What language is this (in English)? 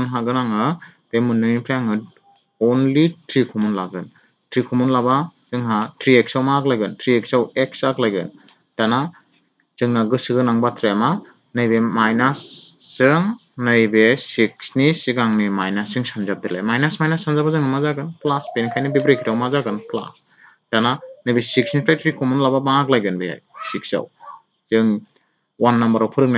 Bodo